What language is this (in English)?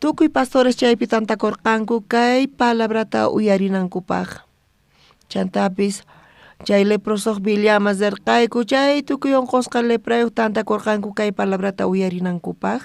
South Bolivian Quechua